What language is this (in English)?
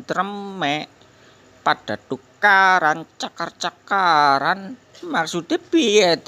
Javanese